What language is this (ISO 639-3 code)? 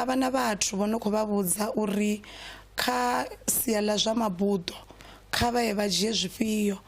ven